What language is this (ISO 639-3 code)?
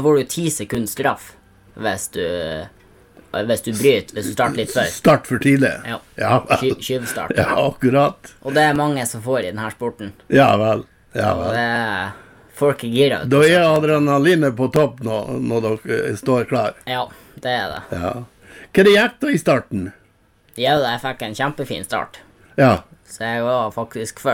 nor